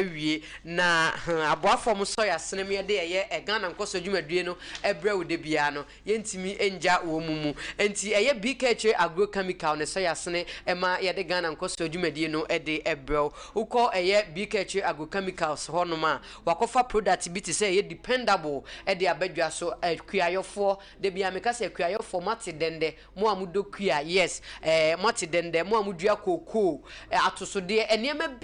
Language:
Akan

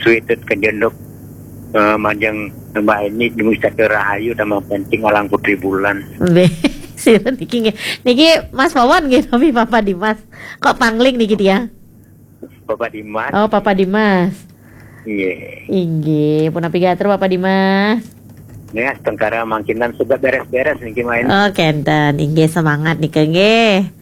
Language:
Balinese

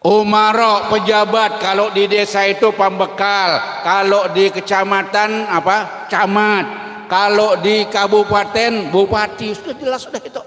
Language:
Banjar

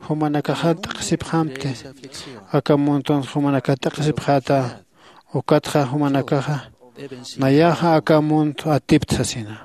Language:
Aymara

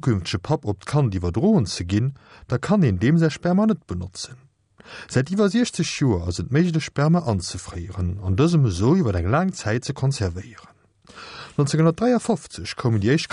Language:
Luxembourgish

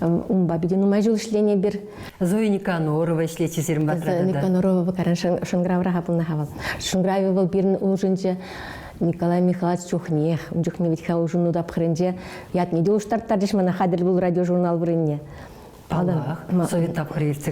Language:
Chuvash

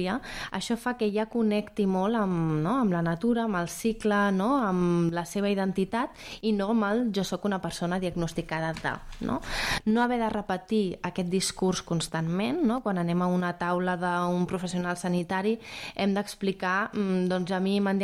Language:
Catalan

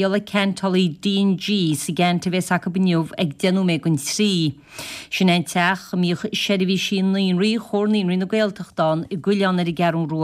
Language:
Irish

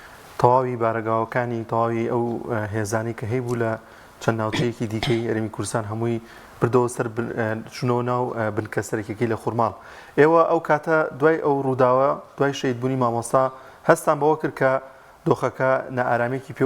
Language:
Central Kurdish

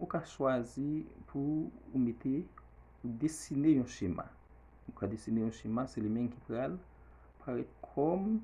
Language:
Haitian Creole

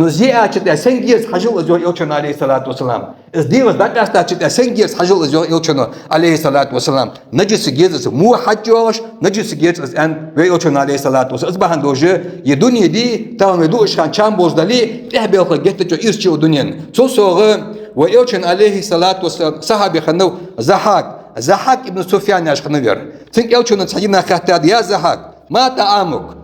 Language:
Ingush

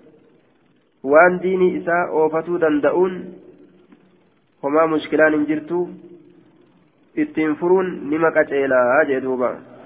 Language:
Oromo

